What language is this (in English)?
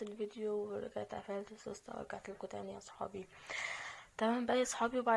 Egyptian Arabic